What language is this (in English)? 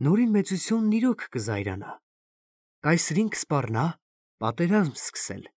Armenian